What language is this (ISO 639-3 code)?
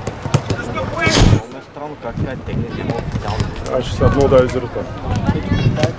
bul